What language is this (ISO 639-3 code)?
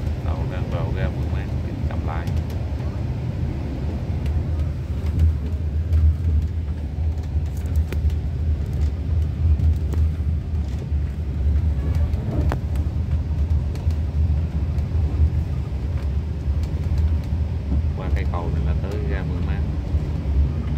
vie